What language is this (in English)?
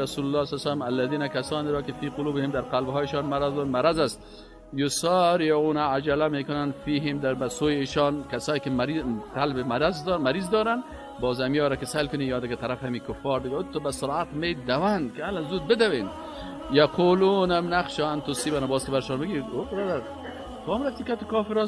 Persian